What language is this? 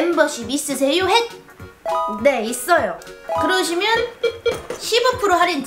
Korean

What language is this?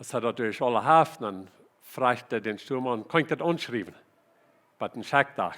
Plautdietsch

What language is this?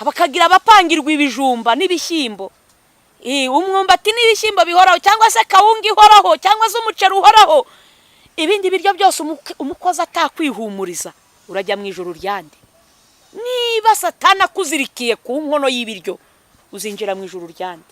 Kinyarwanda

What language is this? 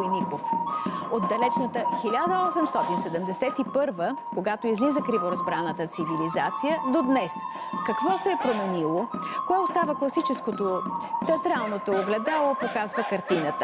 Bulgarian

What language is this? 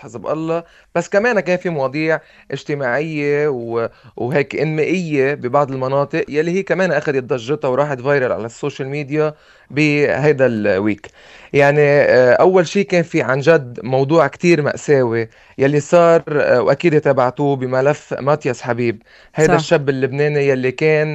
North Levantine Arabic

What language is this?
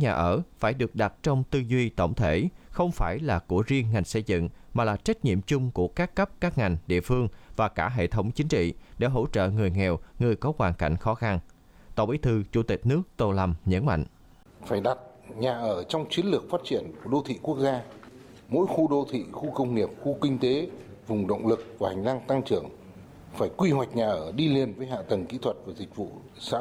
Vietnamese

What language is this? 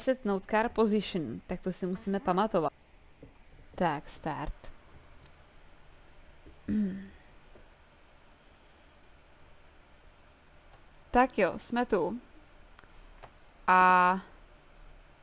Czech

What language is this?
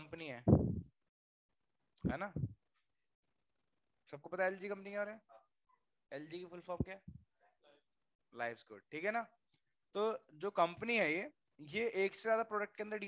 Hindi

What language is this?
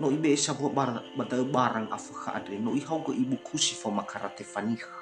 Nias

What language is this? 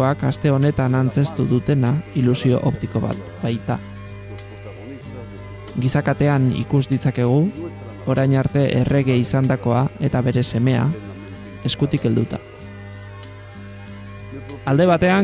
Basque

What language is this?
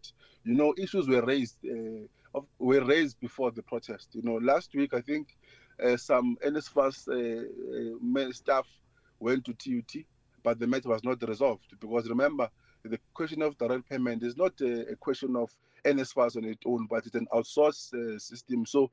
English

